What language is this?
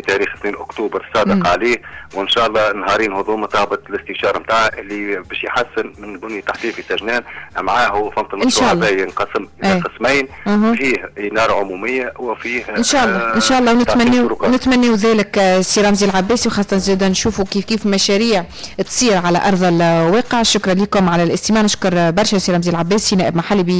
Tunisian Arabic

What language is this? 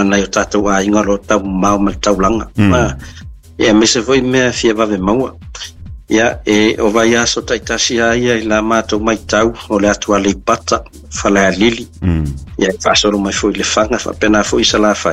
Samoan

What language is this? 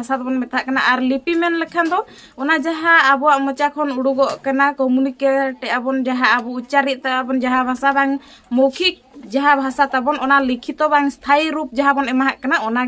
Santali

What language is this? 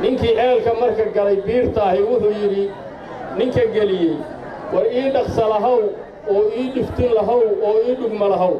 Somali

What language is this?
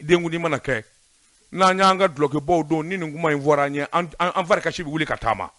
Bambara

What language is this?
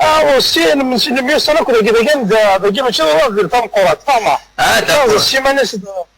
Kabyle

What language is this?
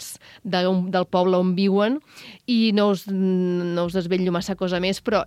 Catalan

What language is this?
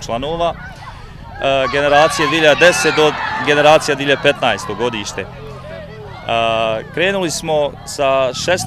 Bosnian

